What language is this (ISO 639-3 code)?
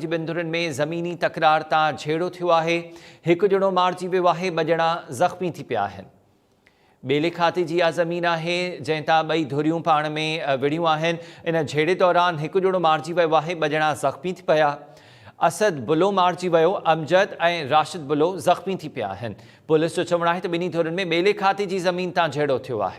snd